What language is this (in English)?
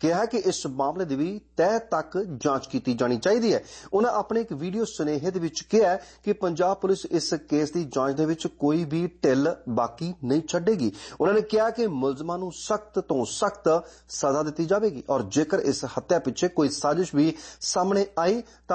Punjabi